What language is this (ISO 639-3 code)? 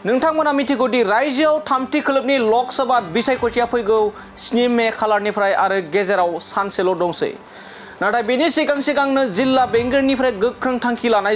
brx